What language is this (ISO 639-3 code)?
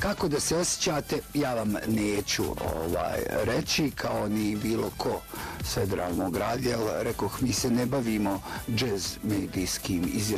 bos